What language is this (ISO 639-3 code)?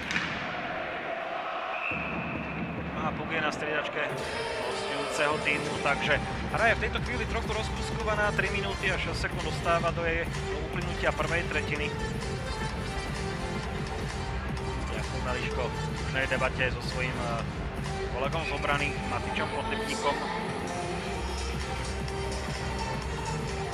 slk